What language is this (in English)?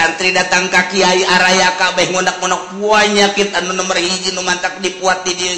Sundanese